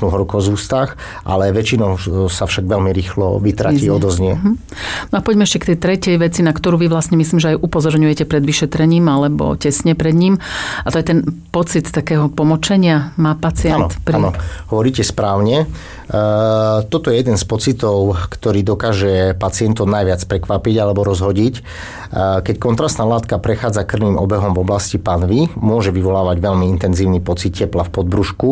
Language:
Slovak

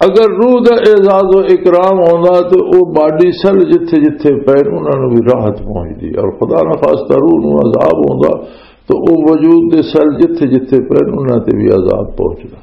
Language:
Western Panjabi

